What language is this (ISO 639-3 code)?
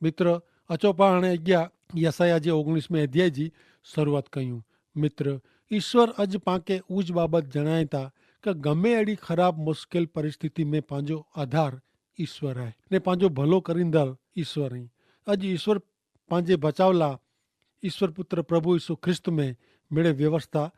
kfr